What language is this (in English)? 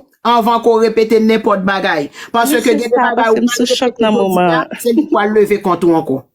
Haitian Creole